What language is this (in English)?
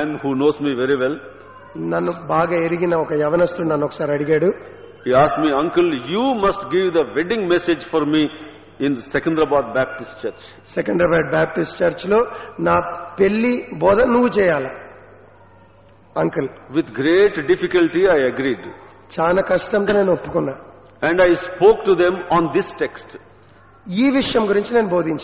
Telugu